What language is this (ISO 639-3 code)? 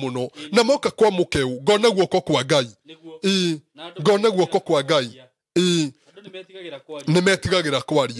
kik